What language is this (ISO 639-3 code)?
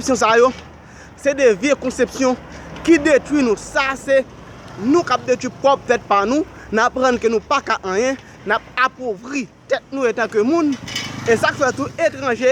hat